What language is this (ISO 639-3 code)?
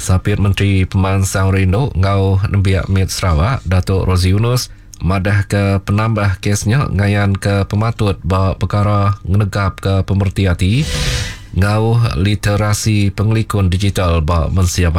iba